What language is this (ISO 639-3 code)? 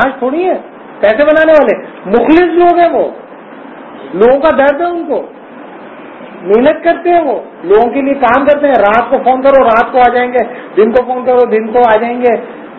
urd